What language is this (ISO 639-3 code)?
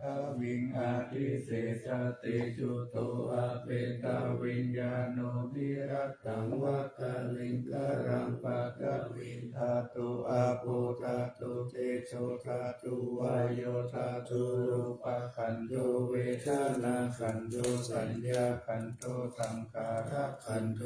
pli